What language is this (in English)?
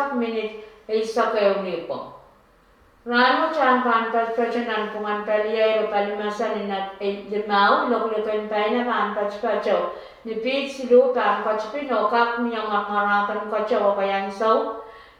Pohnpeian